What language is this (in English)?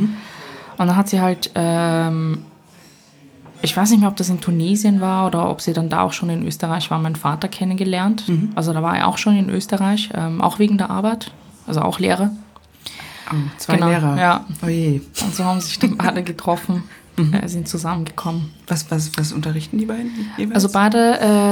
German